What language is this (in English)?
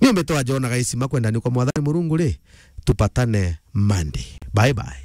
Meru